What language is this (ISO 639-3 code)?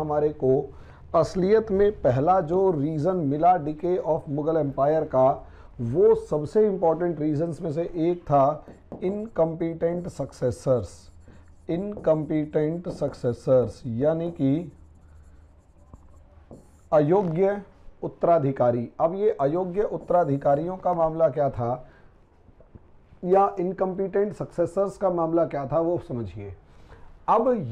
hin